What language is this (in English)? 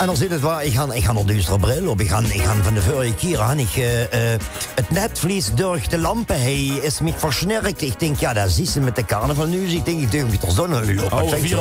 Limburgish